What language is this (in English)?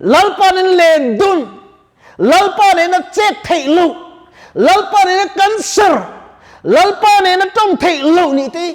Mizo